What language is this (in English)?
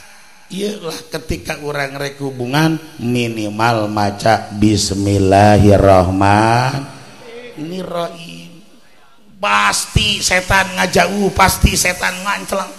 Sundanese